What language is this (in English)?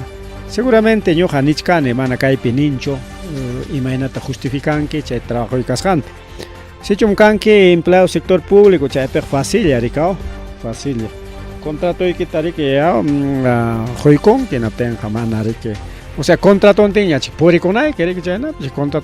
Ayacucho Quechua